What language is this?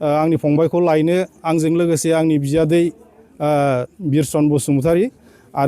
Bodo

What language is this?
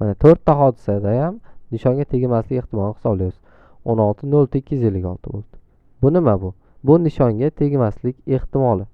Uzbek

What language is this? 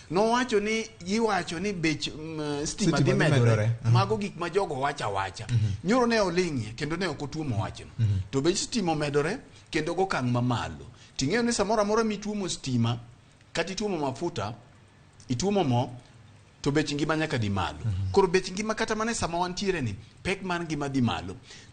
Luo (Kenya and Tanzania)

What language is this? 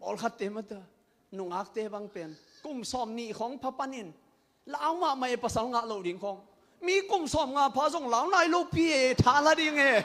Tedim Chin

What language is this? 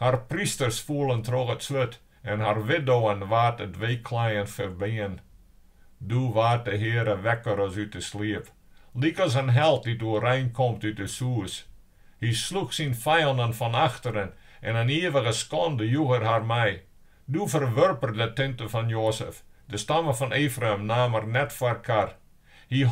Western Frisian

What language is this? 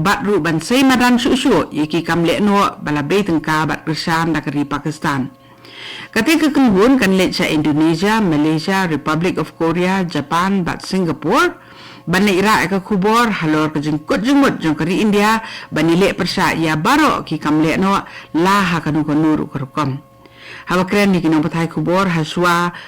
Khasi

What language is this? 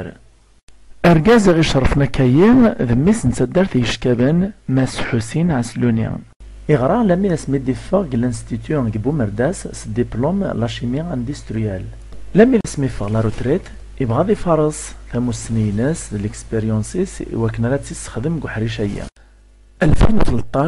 Kabyle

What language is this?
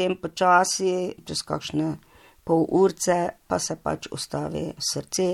Slovenian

